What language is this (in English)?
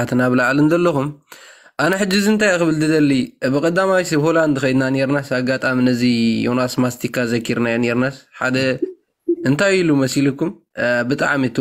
Tigrinya